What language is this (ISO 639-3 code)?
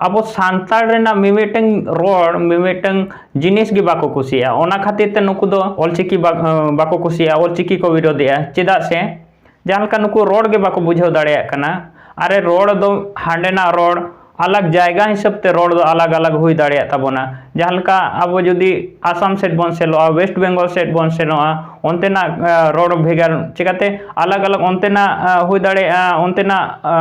sat